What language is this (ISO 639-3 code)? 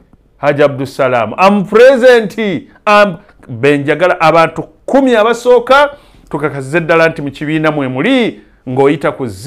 lug